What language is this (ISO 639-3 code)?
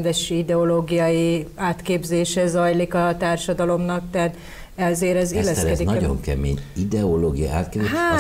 hun